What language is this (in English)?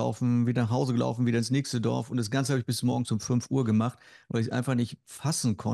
Swiss German